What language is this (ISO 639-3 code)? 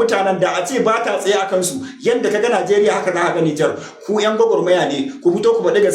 hau